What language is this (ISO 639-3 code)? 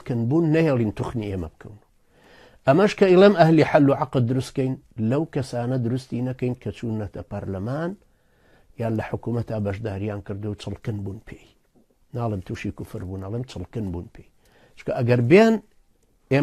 ckb